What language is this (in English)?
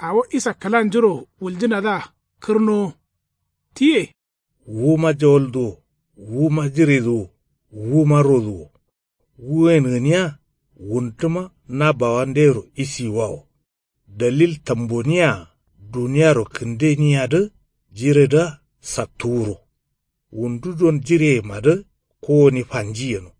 Kanuri